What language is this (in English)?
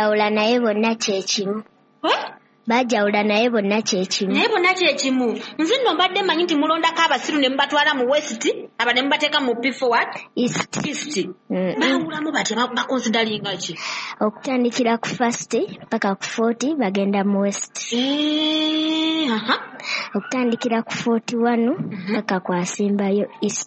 Ganda